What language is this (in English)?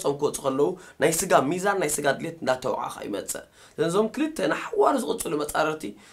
Tigrinya